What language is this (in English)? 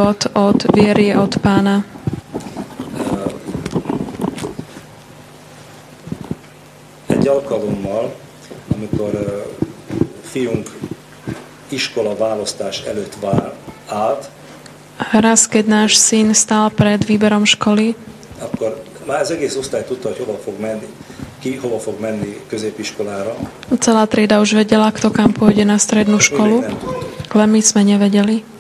Slovak